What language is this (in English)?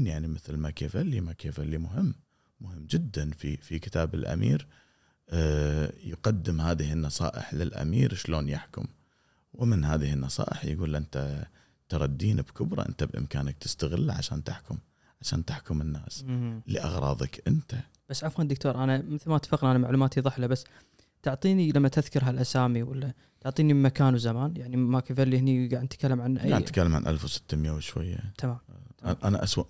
Gulf Arabic